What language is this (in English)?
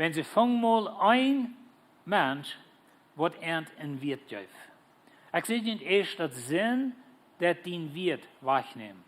Plautdietsch